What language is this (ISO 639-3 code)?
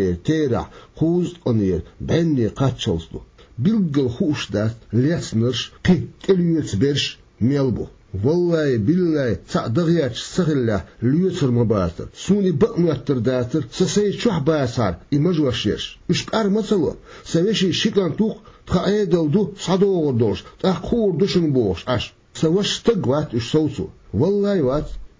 che